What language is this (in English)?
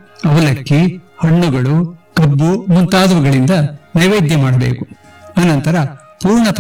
Kannada